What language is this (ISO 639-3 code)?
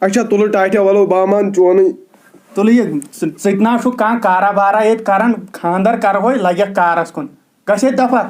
kas